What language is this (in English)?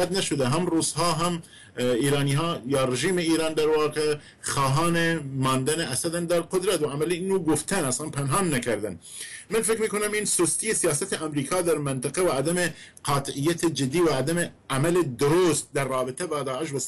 Persian